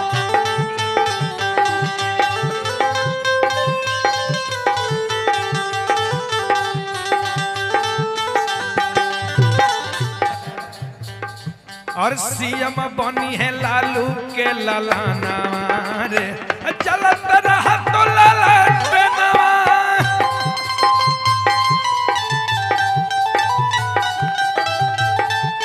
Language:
Bhojpuri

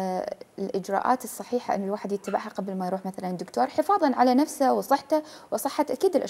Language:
Mesopotamian Arabic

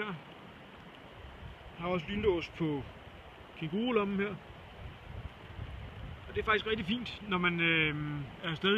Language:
Danish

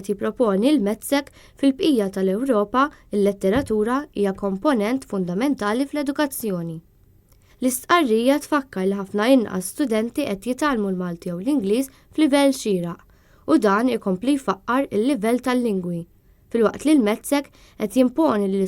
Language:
Maltese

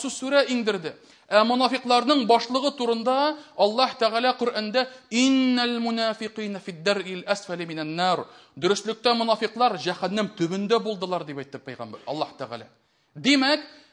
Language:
Tatar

